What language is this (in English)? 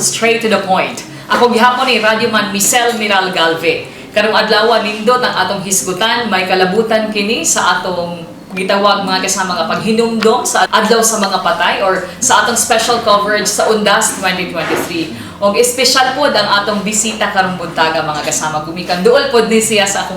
Cebuano